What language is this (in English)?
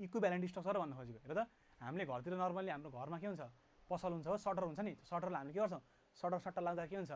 Nepali